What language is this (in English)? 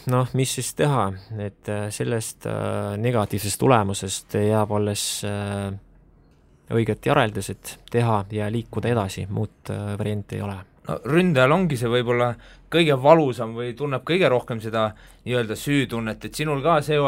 Estonian